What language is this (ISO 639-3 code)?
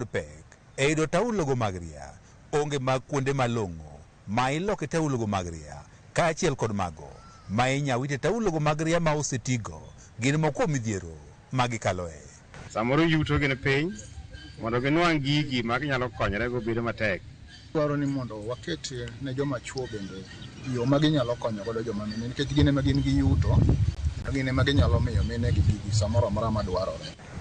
luo